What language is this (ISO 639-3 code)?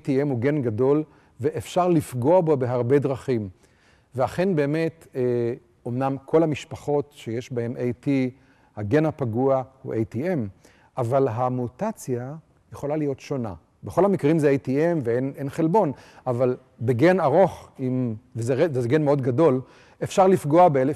heb